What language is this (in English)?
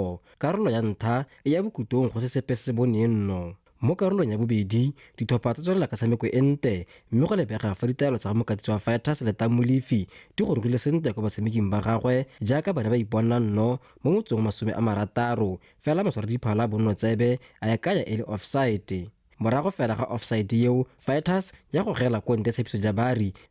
Tswana